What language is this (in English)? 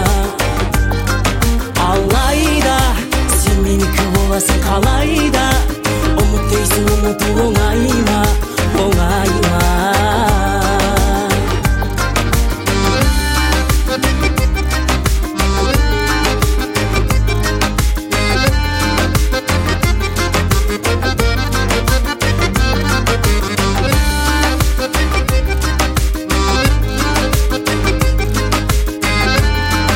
Kazakh